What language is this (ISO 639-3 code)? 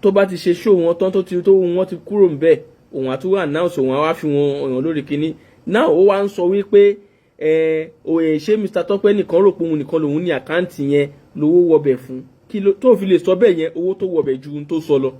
yor